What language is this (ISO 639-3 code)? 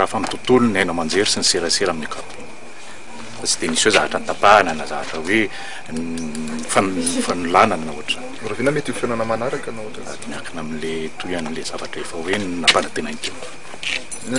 mlg